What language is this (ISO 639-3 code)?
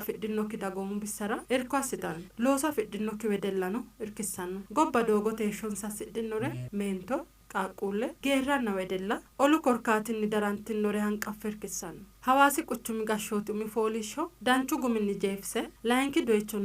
sid